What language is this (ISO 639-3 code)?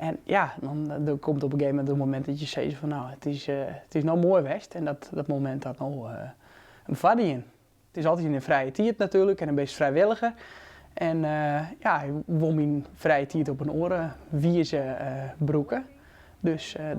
fry